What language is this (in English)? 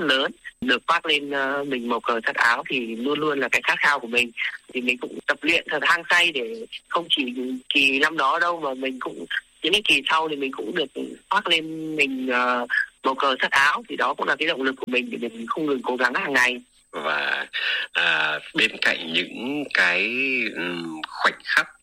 Vietnamese